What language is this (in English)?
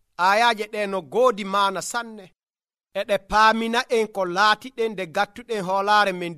Nigerian Fulfulde